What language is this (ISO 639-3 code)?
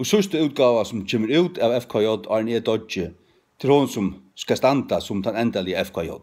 fao